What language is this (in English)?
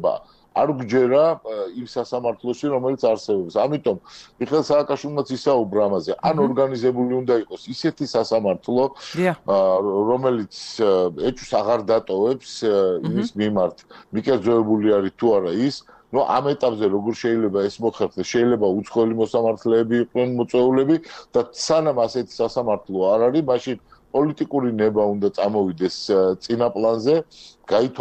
Georgian